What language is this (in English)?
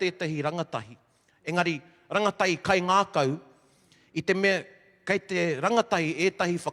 Māori